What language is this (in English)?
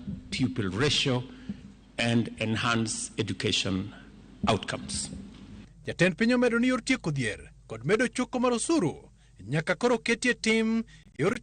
Luo (Kenya and Tanzania)